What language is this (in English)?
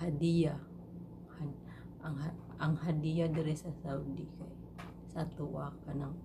Cebuano